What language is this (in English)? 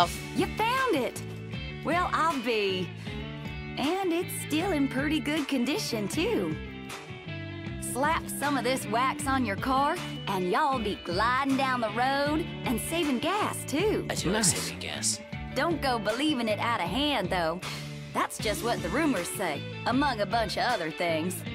English